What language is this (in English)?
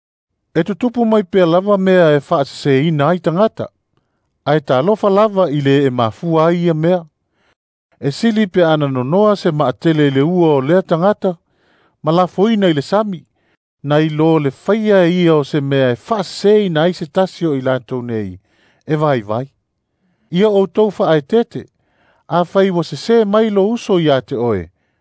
Samoan